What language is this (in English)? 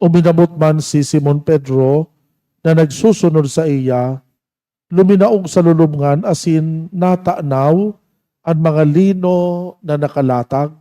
Bikol